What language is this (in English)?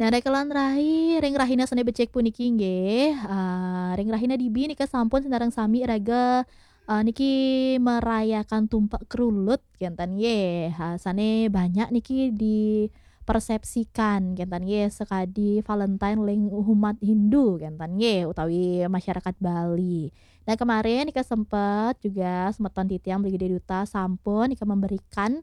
Balinese